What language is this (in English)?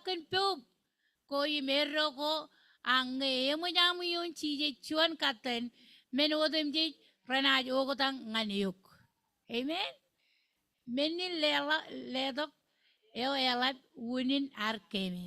Marshallese